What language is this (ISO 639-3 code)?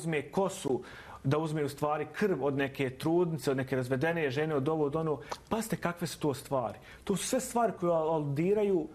bos